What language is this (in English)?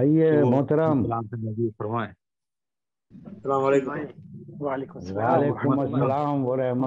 Urdu